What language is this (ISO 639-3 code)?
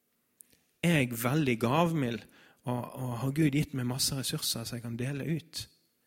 nor